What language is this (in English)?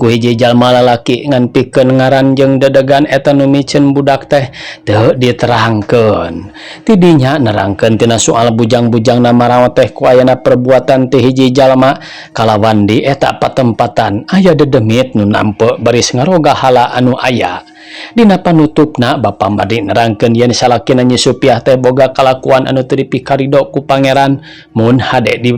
Sundanese